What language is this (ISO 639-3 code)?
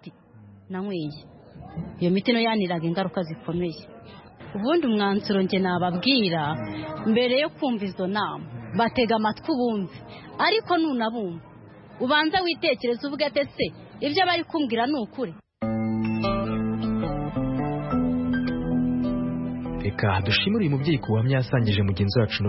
kin